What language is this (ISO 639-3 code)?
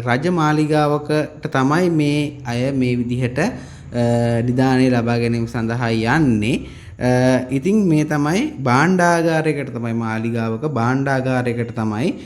sin